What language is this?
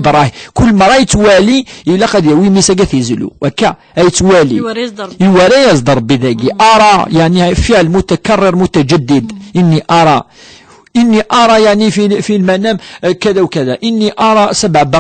Kabyle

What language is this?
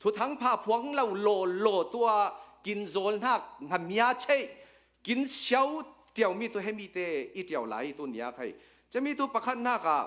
Hakha Chin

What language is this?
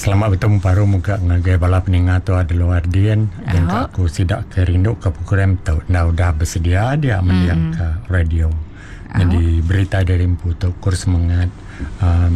Iban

